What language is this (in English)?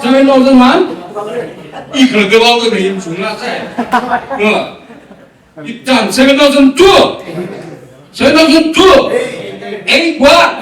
Tangkhul Naga (India)